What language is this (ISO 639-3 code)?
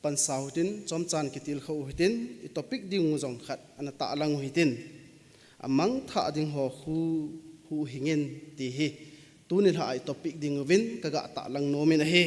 tcz